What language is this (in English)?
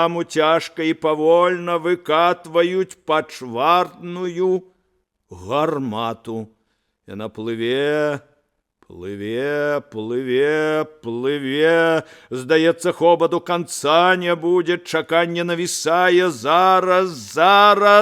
Belarusian